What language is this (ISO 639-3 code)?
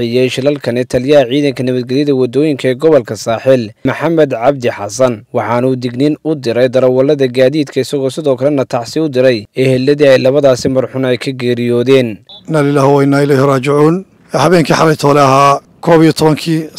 som